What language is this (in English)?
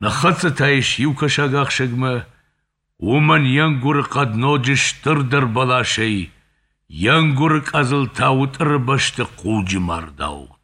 Ossetic